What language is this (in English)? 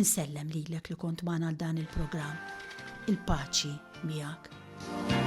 Maltese